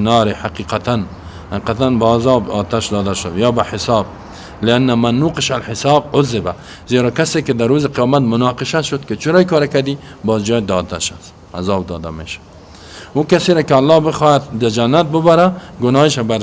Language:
Persian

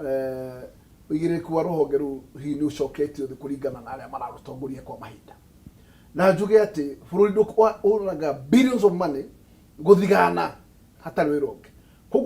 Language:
Kikuyu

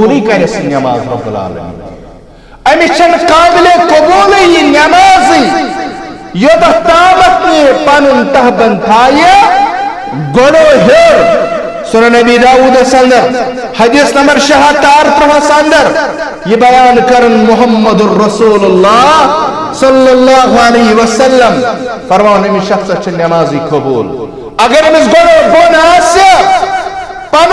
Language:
Kashmiri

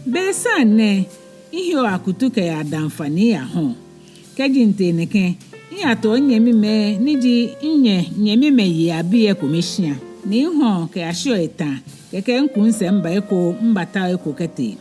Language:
Ga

